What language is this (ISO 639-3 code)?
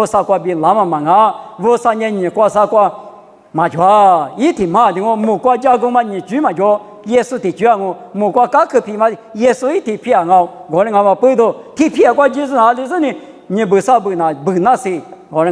lis